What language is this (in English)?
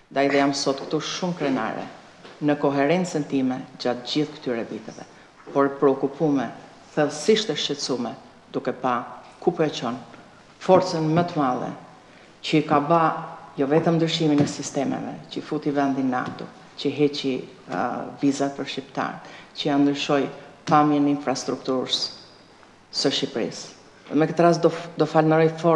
Albanian